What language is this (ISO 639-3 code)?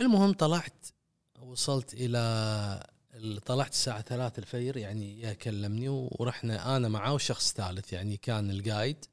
afb